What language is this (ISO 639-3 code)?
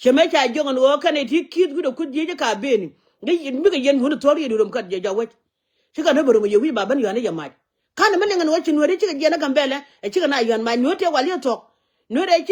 nus